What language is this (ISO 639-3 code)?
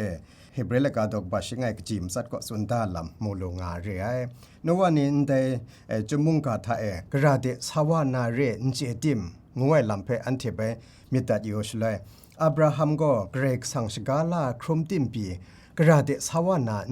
kac